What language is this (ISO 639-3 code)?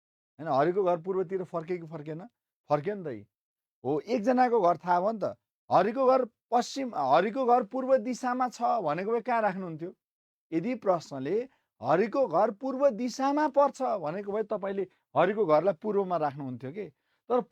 nep